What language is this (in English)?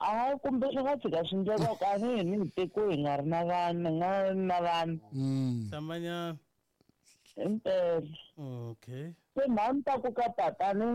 Tsonga